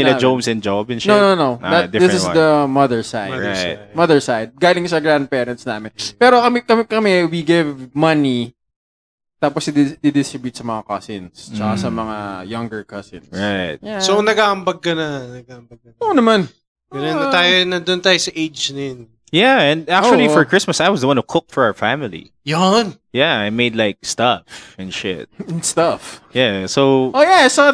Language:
Filipino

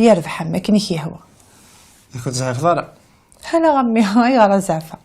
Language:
Kabyle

